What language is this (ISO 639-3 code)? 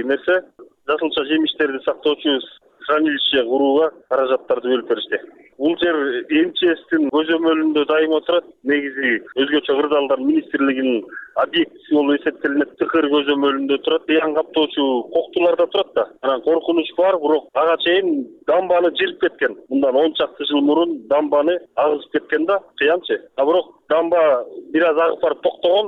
kir